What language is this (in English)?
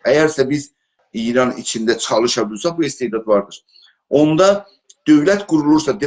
South Azerbaijani